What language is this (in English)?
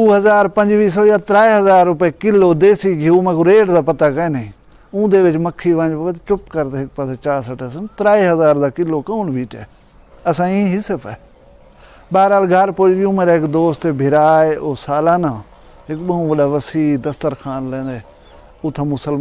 Saraiki